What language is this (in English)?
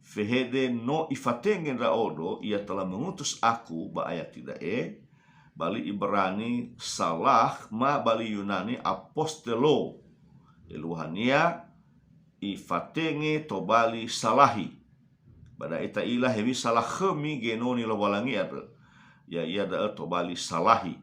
Nias